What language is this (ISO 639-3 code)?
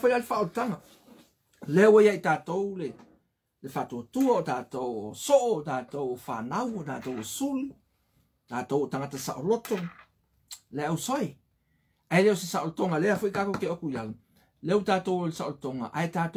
smo